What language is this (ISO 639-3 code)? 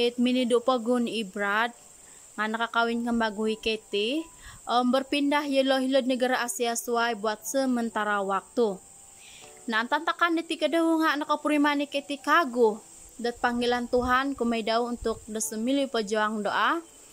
dtp